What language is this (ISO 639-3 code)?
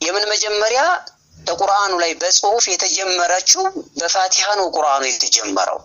amh